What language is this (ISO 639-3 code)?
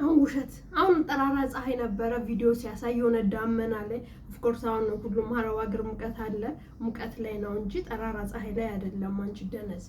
amh